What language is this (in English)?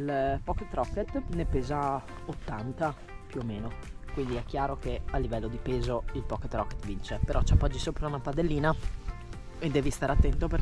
Italian